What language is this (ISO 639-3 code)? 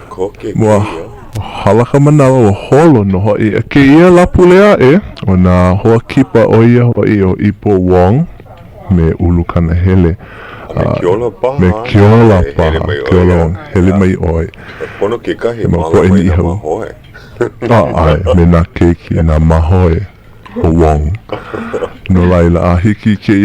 haw